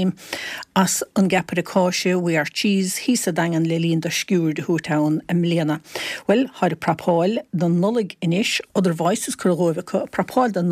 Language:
Irish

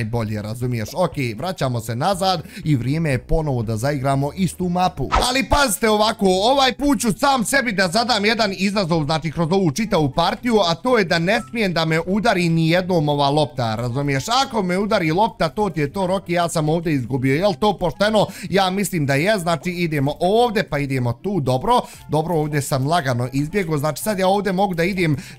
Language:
Bosnian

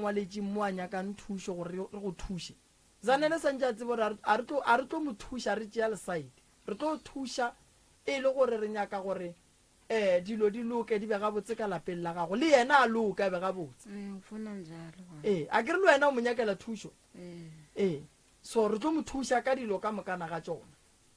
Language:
Northern Sotho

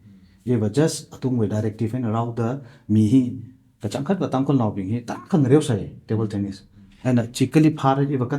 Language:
Tangkhul Naga (India)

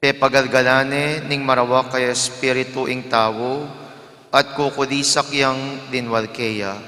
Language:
Pampanga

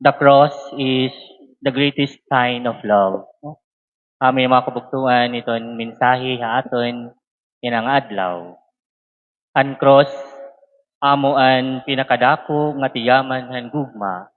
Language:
Waray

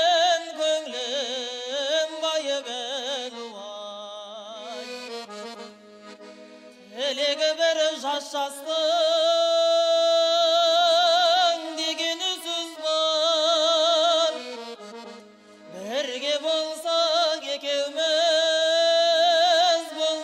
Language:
Kazakh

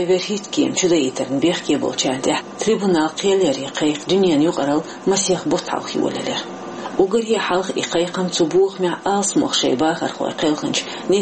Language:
Chechen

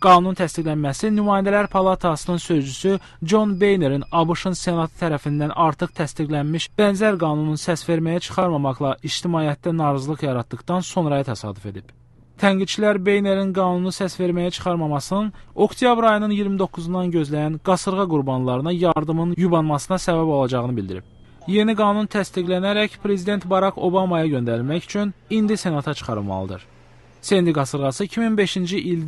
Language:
Azerbaijani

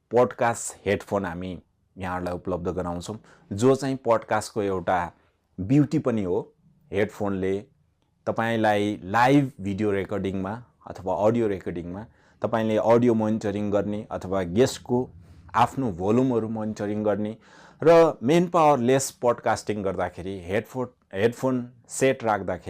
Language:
Nepali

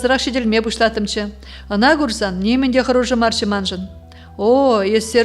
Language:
Chuvash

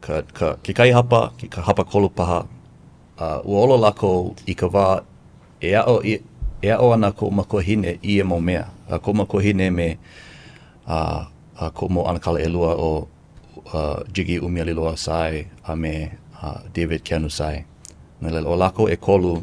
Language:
Hawaiian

